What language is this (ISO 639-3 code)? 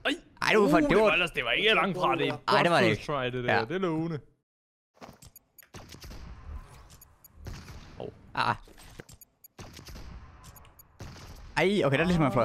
dan